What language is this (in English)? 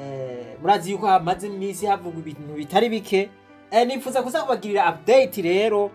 Rundi